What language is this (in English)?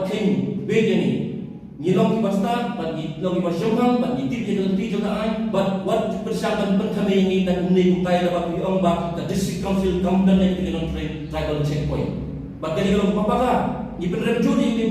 Khasi